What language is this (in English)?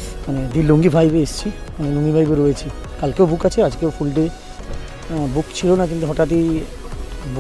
Bangla